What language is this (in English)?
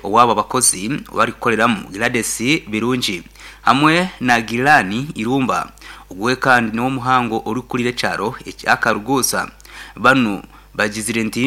Nyankole